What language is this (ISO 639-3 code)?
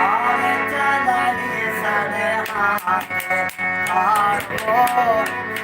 skr